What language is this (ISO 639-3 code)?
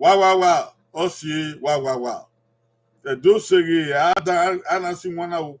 bin